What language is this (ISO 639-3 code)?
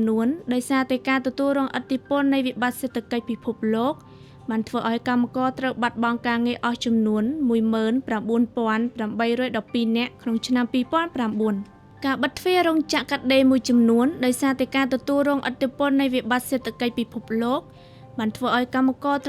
khm